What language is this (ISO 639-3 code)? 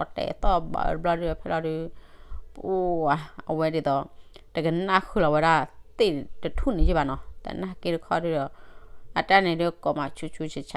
ksw